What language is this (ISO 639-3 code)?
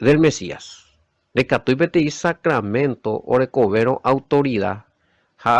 grn